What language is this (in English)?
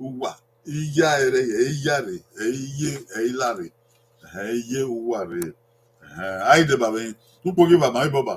Bini